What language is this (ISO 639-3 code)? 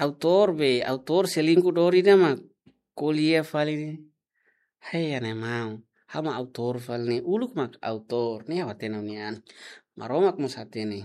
tet